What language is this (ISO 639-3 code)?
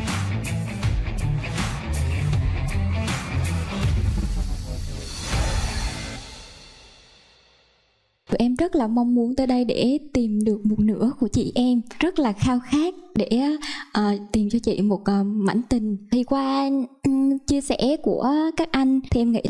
vie